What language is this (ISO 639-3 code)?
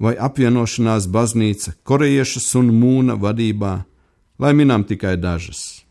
lav